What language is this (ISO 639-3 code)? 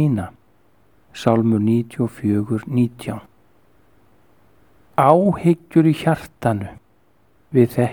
isl